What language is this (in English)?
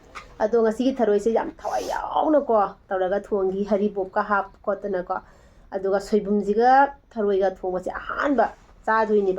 Manipuri